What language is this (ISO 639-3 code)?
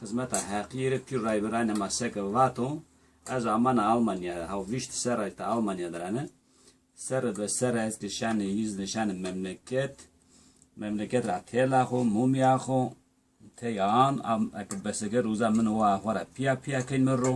zza